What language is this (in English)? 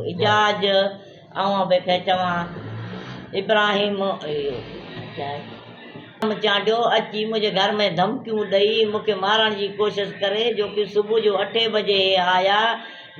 Sindhi